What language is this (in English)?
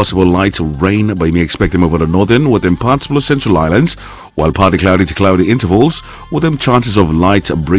Bislama